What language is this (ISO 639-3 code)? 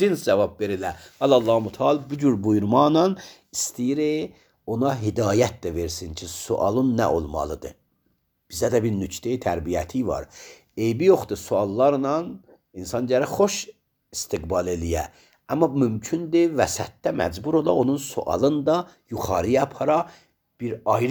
aze